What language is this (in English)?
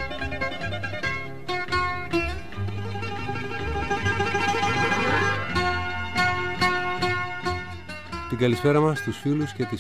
Greek